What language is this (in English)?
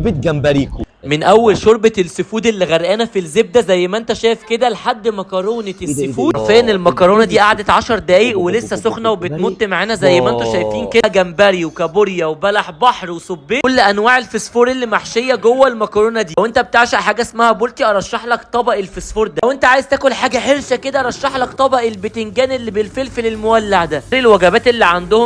Egyptian Arabic